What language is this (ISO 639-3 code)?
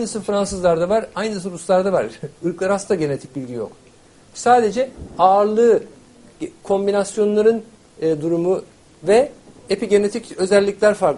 tur